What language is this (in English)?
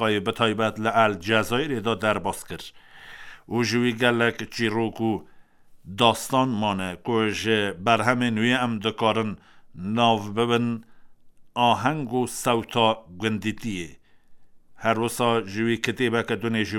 Kurdish